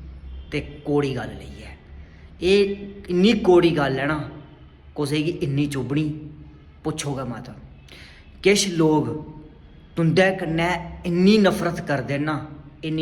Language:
Dogri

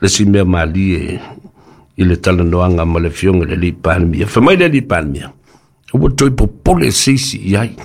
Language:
Samoan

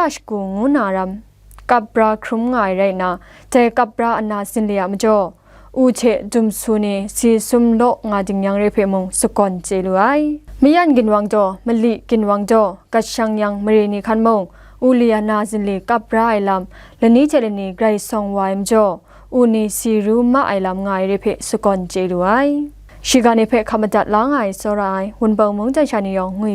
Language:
Kachin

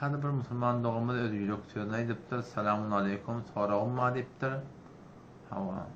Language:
Turkmen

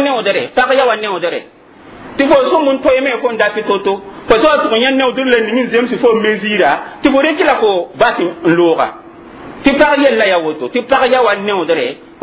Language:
Mossi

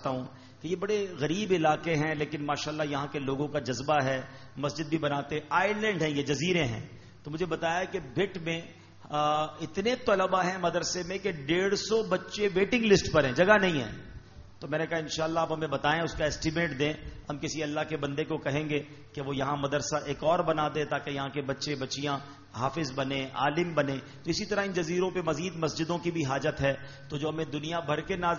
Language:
Urdu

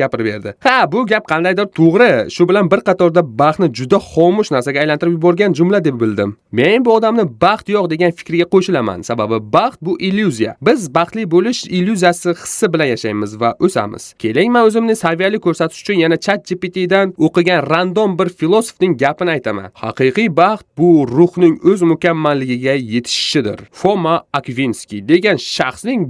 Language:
Uzbek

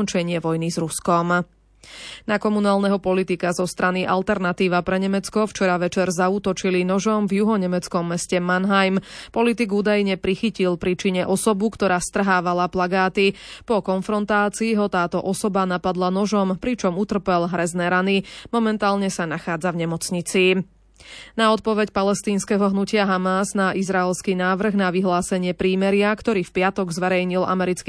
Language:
Slovak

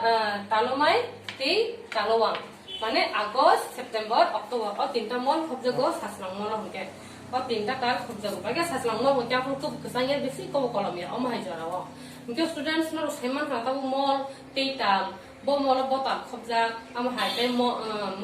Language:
Kok Borok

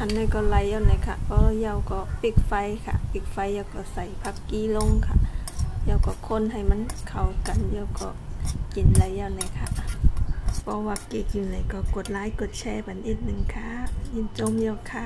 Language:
Shan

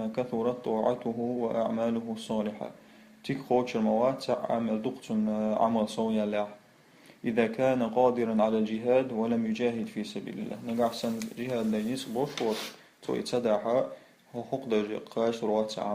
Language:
Chechen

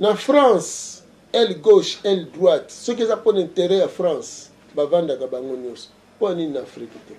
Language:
Lingala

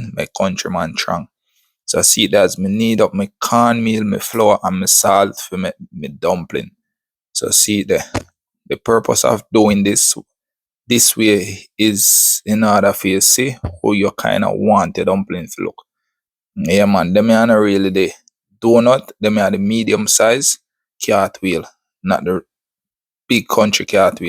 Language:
Jamaican Creole English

